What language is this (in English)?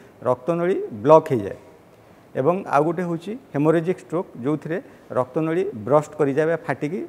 Odia